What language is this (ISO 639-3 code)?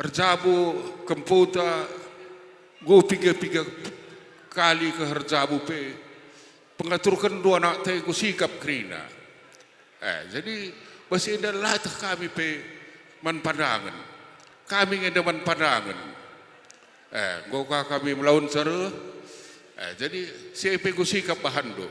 btx